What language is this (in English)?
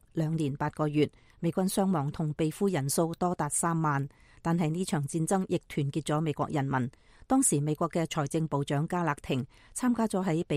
Cantonese